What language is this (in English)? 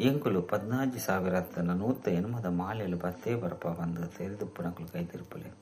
Tulu